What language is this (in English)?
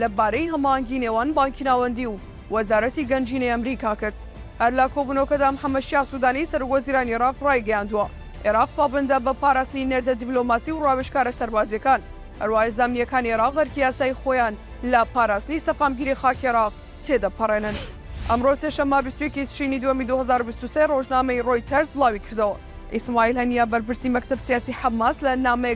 Central Kurdish